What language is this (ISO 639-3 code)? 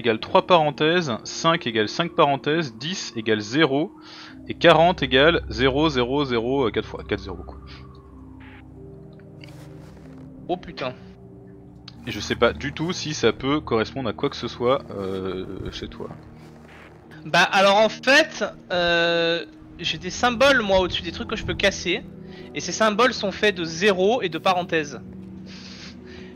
fra